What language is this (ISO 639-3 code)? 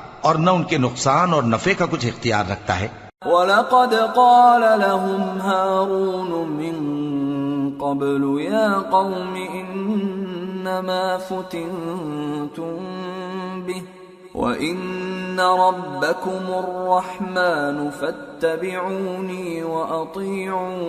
urd